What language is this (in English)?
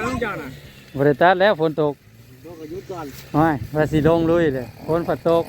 Northeastern Thai